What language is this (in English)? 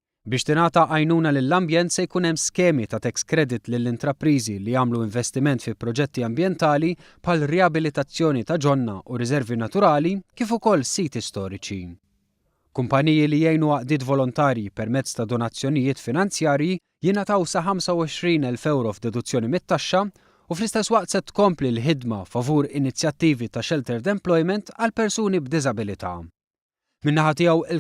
Maltese